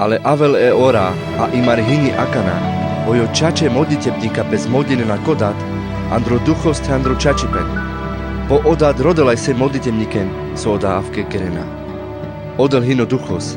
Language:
Carpathian Romani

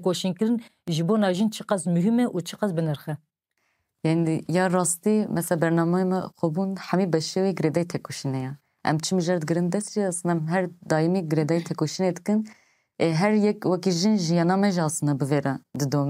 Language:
Kurdish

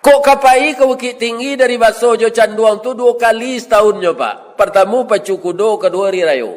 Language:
Minangkabau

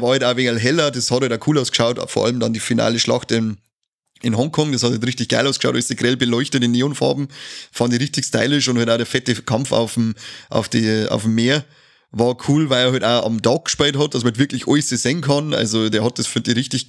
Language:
Bavarian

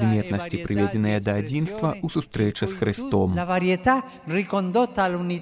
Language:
Belarusian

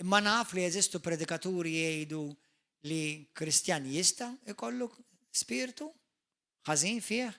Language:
Maltese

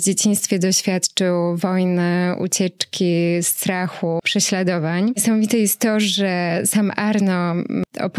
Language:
Polish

